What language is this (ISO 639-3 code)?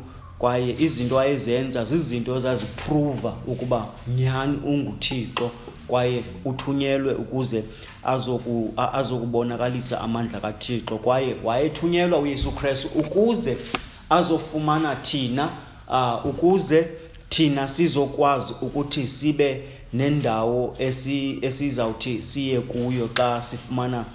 xho